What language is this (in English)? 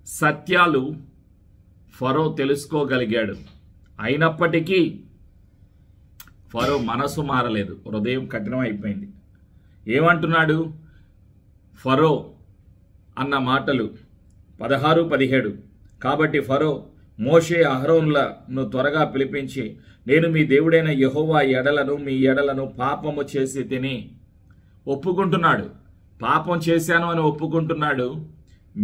Telugu